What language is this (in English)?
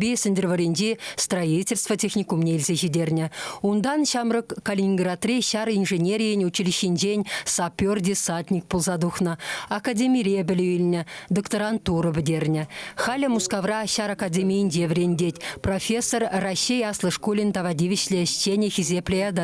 Chuvash